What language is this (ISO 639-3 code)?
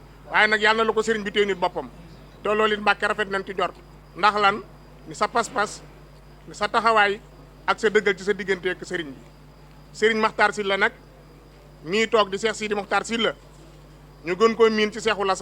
wol